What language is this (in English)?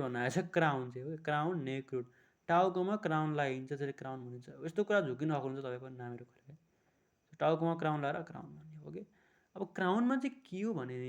Nepali